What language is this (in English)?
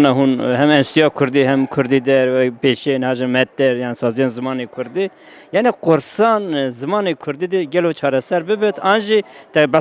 Kurdish